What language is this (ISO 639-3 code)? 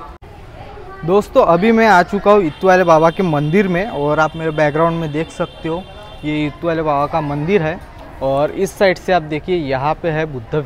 hin